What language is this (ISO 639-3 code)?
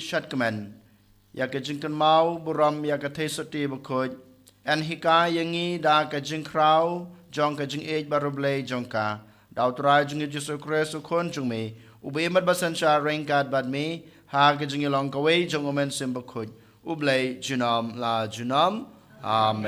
kha